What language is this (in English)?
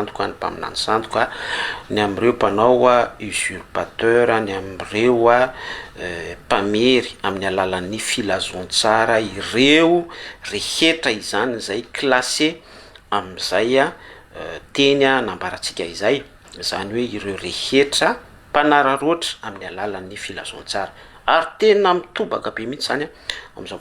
Malagasy